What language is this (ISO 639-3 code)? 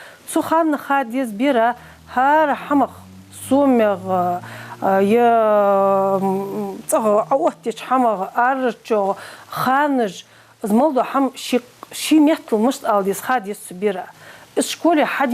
inh